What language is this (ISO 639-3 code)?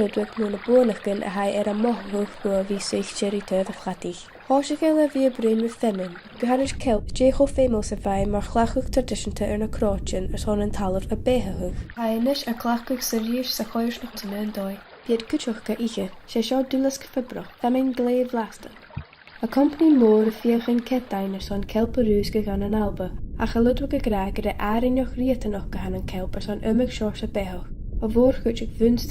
gla